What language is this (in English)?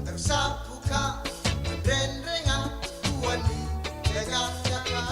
Fijian